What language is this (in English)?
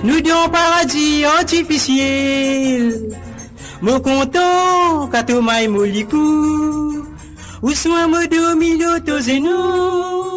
Morisyen